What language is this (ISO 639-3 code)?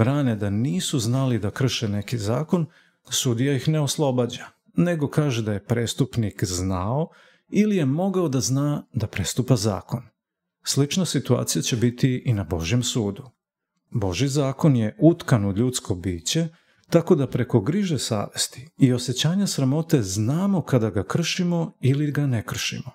srp